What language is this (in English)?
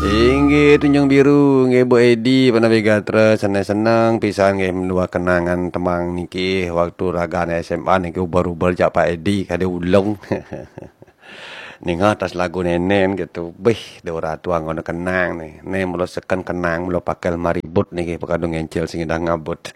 Balinese